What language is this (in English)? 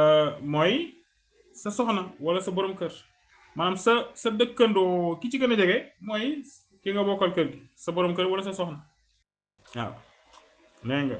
Wolof